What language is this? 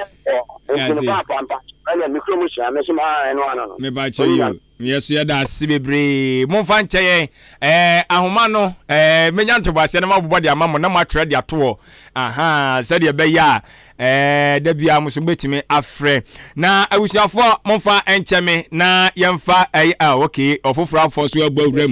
Akan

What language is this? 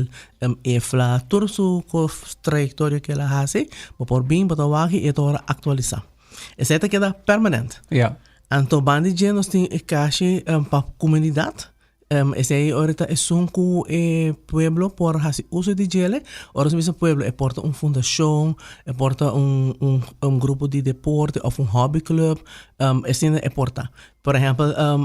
Papiamento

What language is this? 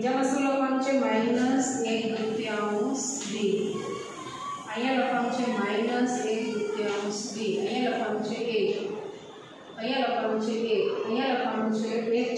Gujarati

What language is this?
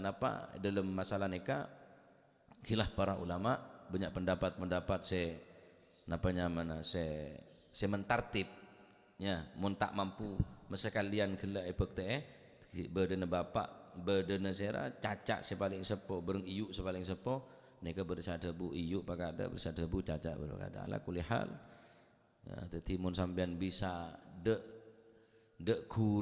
Madurese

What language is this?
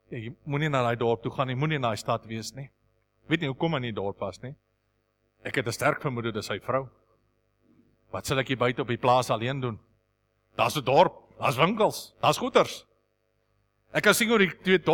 Afrikaans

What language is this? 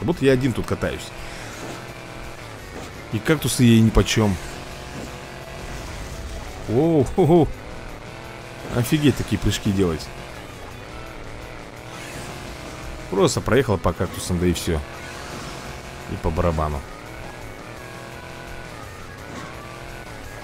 Russian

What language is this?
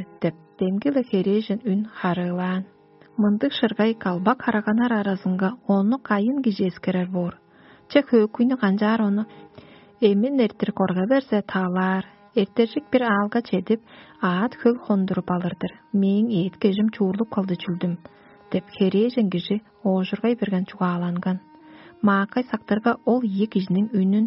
Tuvinian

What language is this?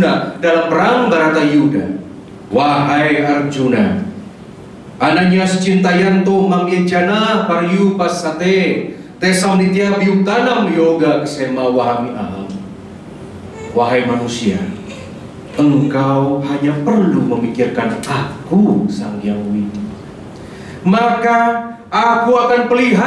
Indonesian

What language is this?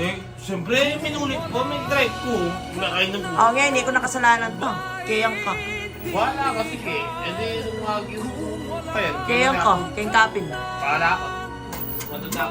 Pampanga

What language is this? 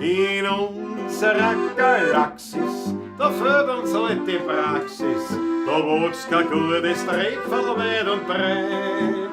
Bavarian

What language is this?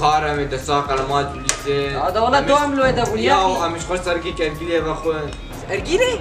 Kurdish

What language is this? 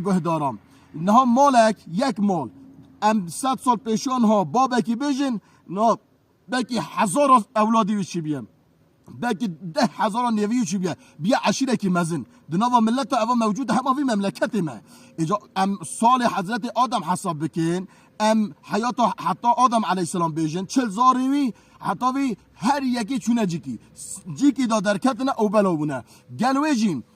Kurdish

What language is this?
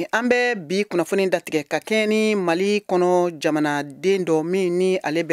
Bambara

